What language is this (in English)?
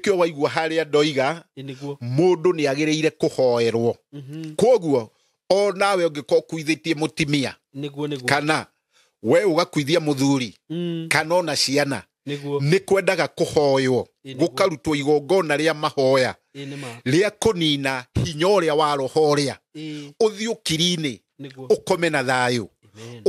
Kikuyu